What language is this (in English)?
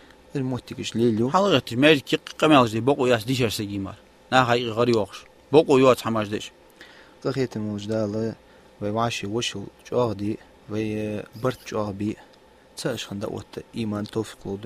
Ingush